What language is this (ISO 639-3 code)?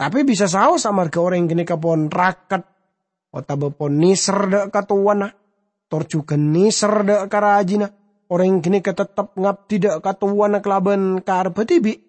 mad